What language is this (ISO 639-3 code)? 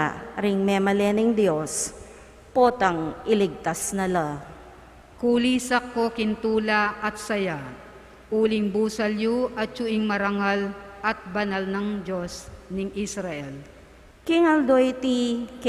pam